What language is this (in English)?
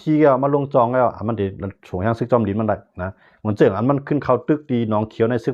Shan